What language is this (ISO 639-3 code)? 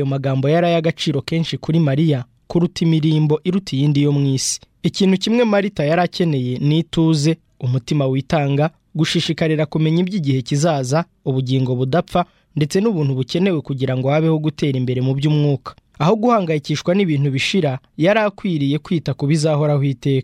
kin